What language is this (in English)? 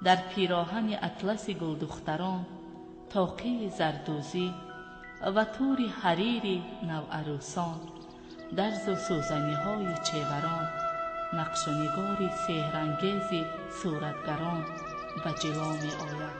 Tajik